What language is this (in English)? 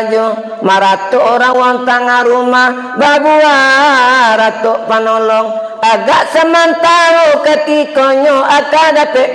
Minangkabau